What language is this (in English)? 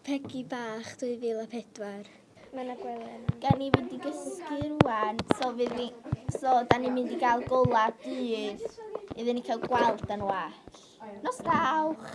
Welsh